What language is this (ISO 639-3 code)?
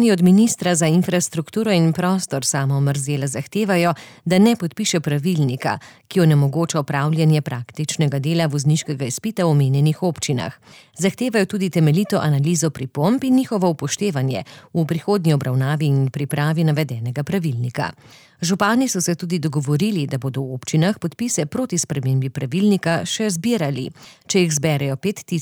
slv